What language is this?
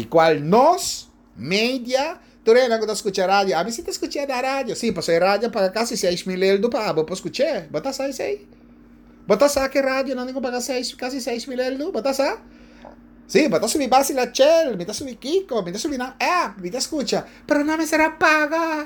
Papiamento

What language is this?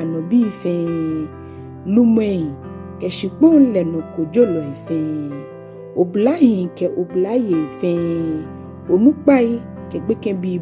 Ga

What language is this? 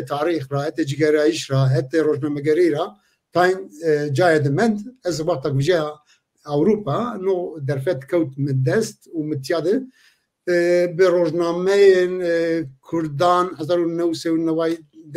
Zaza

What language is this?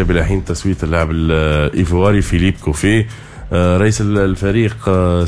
Tunisian Arabic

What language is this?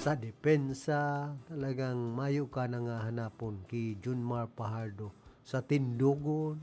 Bikol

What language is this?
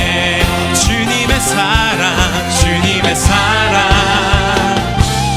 Korean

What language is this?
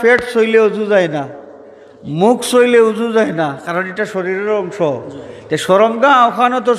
Sylheti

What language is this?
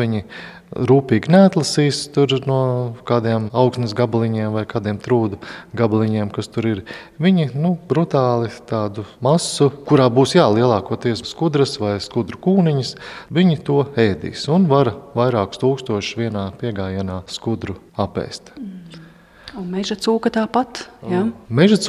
Latvian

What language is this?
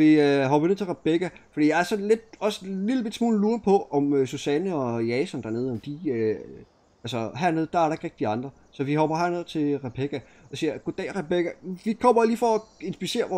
Danish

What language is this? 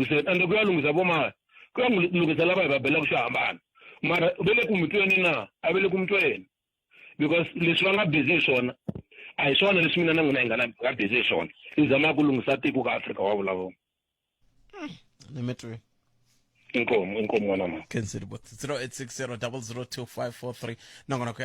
Tsonga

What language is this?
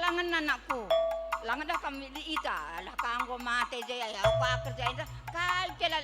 Batak Karo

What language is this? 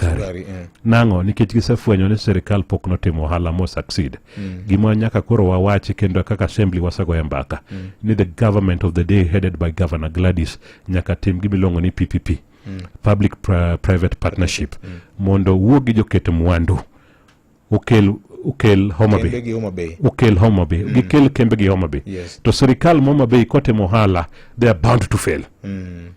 Luo (Kenya and Tanzania)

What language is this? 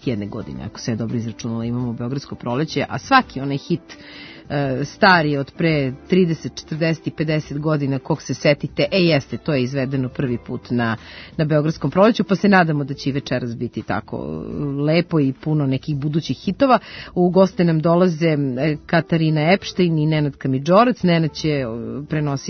Serbian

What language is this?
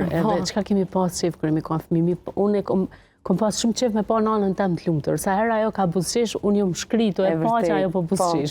Albanian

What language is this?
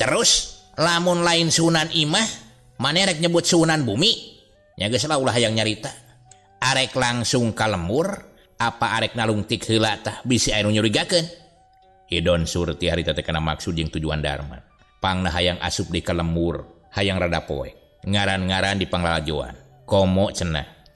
Sundanese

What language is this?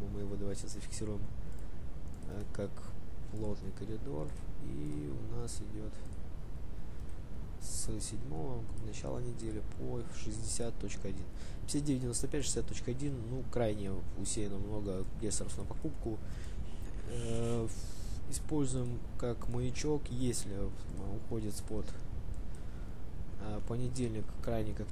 Russian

